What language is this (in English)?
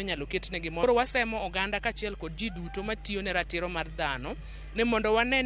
Luo (Kenya and Tanzania)